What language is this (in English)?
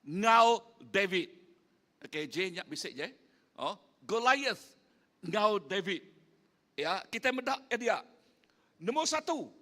Iban